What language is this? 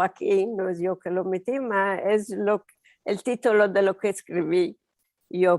Ladino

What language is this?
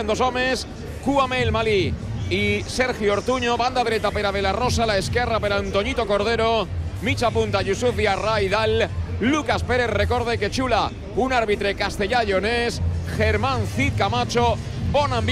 Catalan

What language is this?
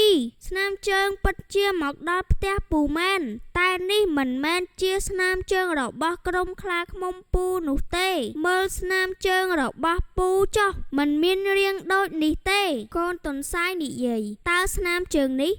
Khmer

